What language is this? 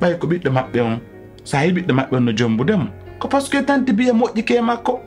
Pular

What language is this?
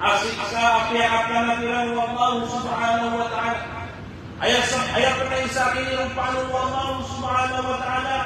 Maranao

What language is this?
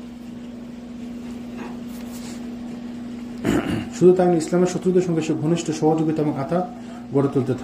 Bangla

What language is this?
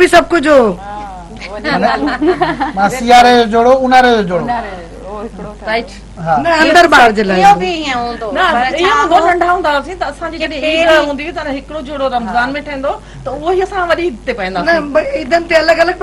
Sindhi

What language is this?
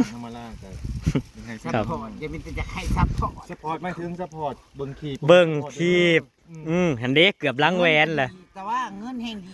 Northeastern Thai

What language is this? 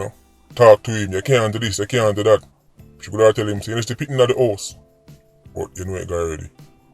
Jamaican Creole English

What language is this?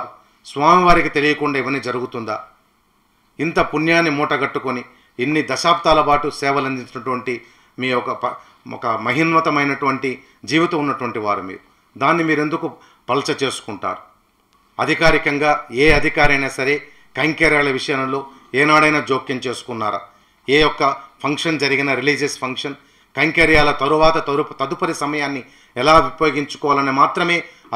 Telugu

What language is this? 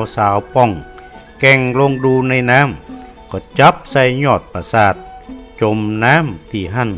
Northern Thai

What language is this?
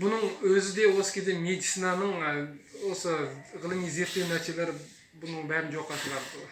Kazakh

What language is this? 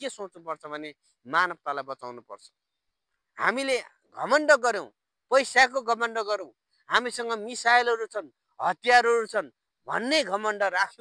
Nepali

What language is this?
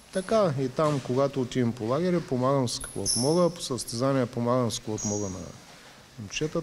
Bulgarian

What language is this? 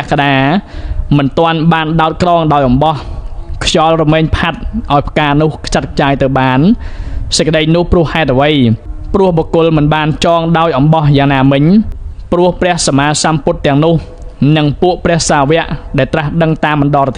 Khmer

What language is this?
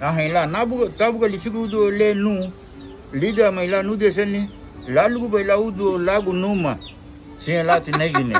Garifuna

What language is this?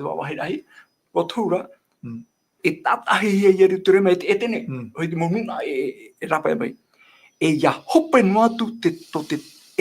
Tahitian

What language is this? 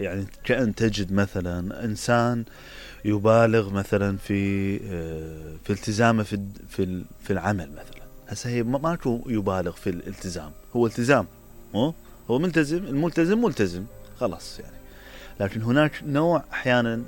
Mesopotamian Arabic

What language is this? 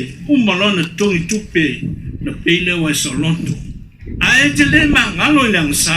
Samoan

